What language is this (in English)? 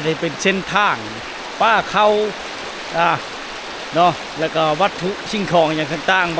Lao